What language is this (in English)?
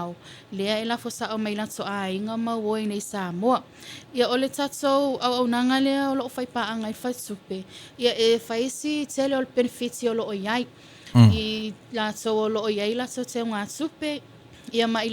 Samoan